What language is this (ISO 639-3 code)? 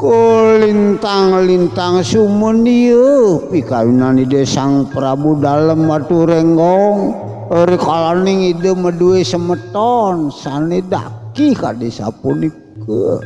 ban